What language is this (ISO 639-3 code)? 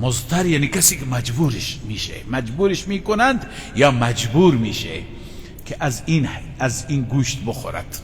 fas